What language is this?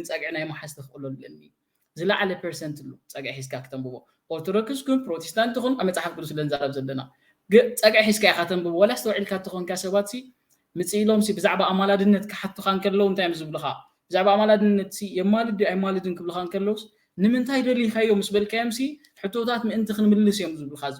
Tigrinya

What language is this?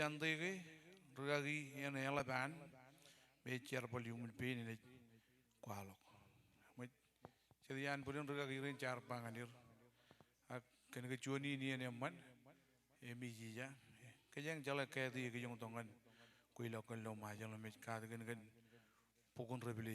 Marshallese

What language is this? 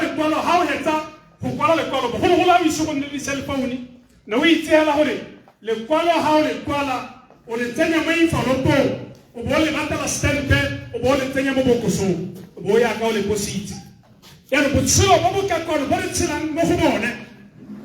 Tswana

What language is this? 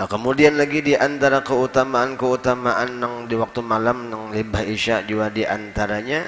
Banjar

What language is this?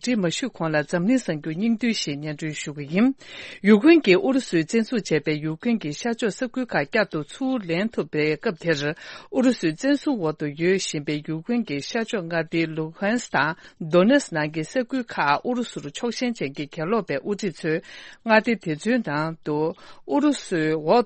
Tibetan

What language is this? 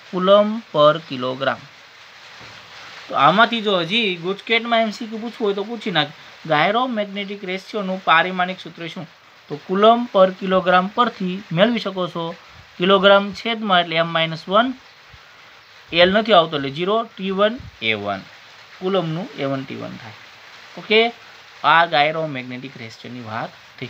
Gujarati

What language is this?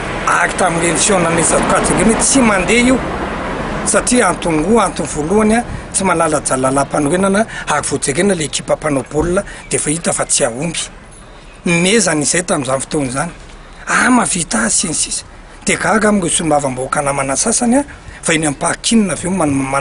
Malagasy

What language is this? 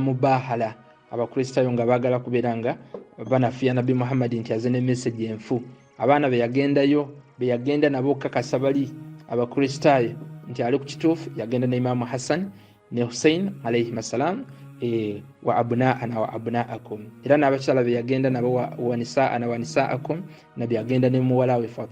Ganda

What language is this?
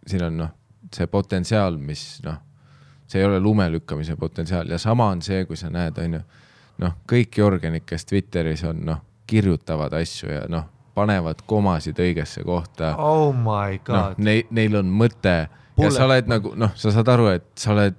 Estonian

